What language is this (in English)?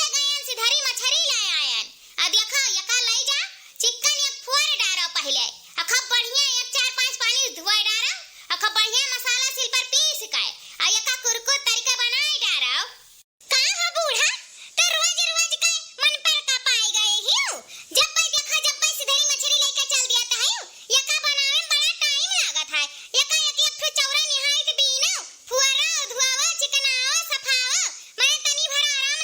Awadhi